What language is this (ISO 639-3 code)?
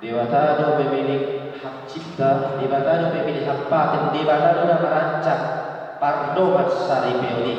bbc